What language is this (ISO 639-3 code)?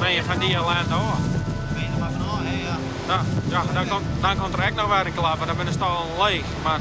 fry